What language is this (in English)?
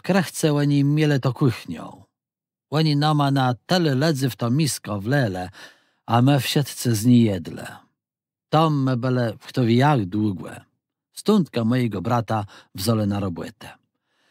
Kashubian